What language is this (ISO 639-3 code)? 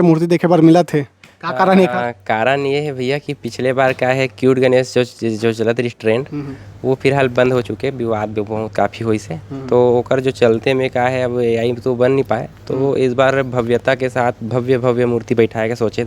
hne